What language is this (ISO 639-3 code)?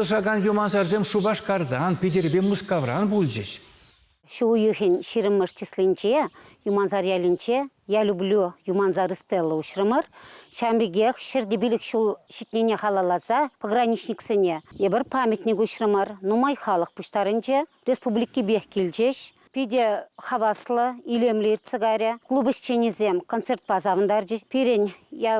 chv